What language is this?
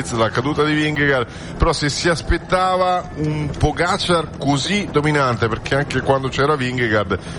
Italian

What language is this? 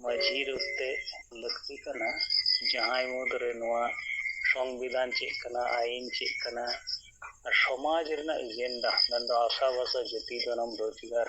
Santali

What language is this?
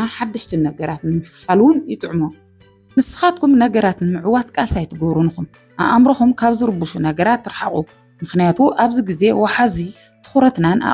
Tigrinya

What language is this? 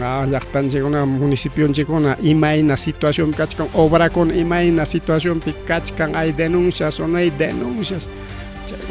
Ayacucho Quechua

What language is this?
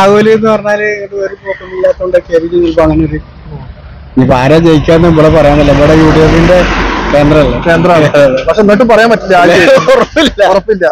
Malayalam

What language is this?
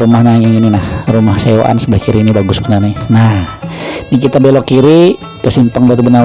Banjar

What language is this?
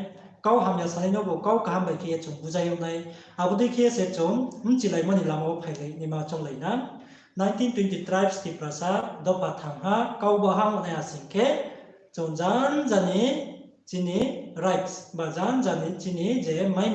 Riang (India)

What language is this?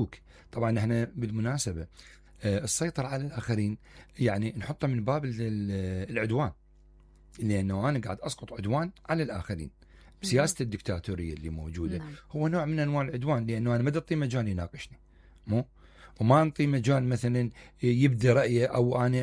Mesopotamian Arabic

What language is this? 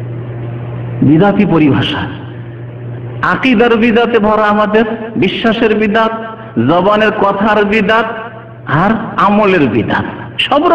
Bangla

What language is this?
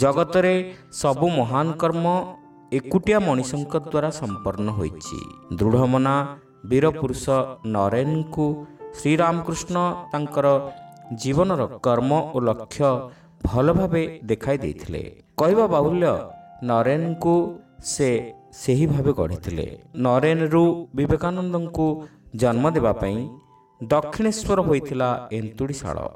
Odia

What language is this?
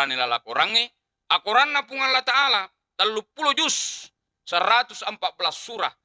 Buginese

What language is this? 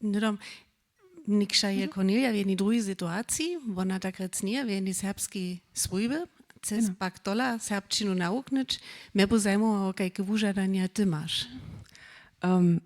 Upper Sorbian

